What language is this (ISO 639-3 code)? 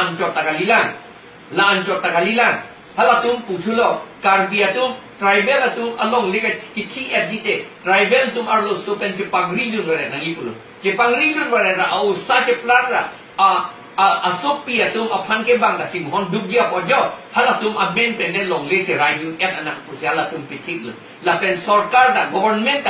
mjw